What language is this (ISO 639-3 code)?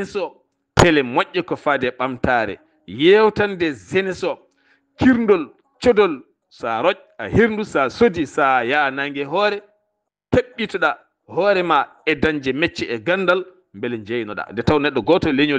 ful